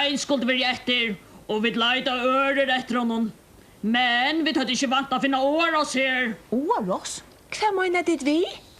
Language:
Faroese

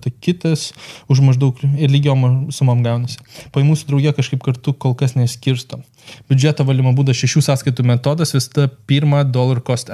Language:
Lithuanian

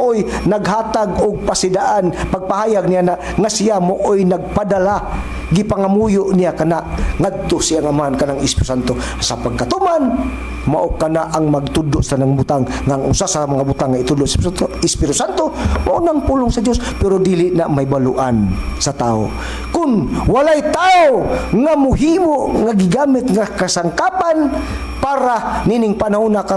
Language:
Cebuano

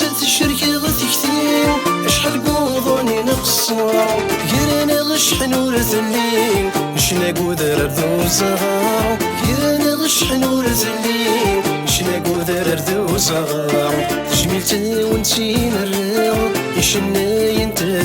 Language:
Kabyle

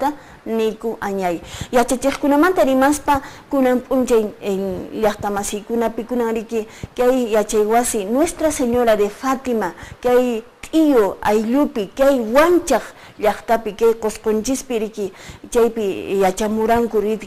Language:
Quechua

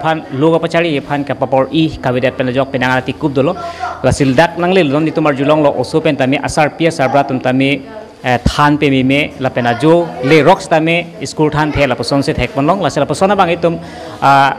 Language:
Karbi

